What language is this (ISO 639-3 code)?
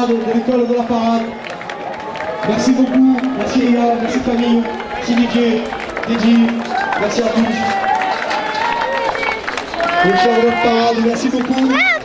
fra